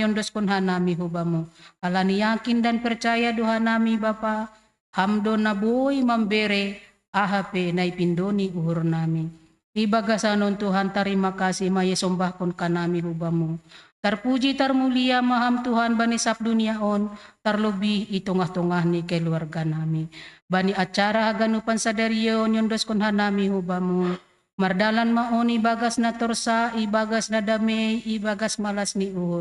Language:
Batak Simalungun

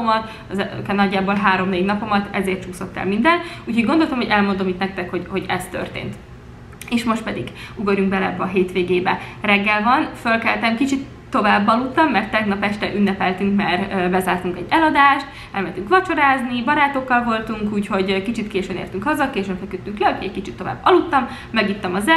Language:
Hungarian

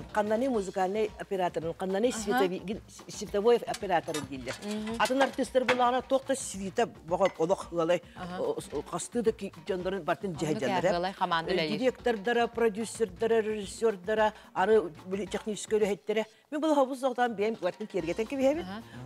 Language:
Yakut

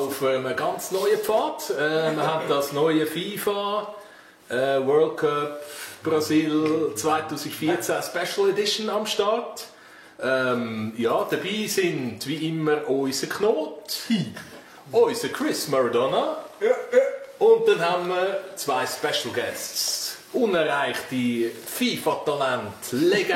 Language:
Swiss German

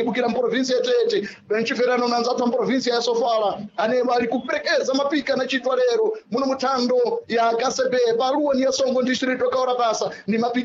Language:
Sena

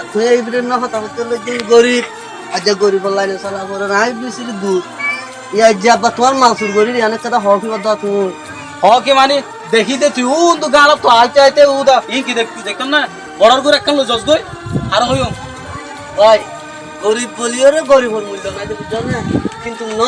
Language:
Rohingya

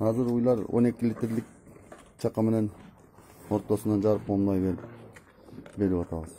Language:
Kyrgyz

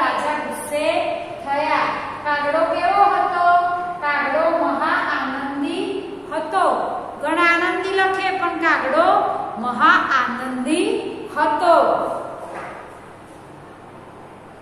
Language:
Gujarati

